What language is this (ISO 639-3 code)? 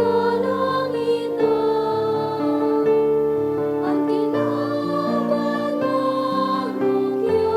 bik